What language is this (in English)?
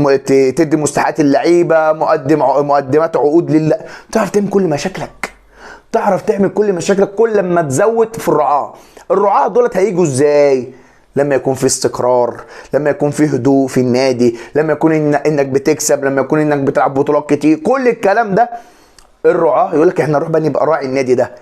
Egyptian Arabic